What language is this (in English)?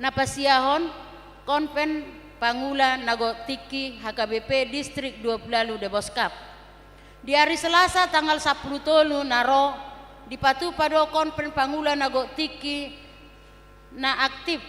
Batak Toba